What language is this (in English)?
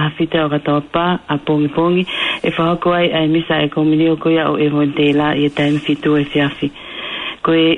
Tongan